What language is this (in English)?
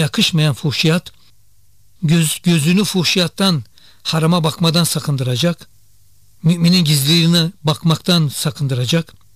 Turkish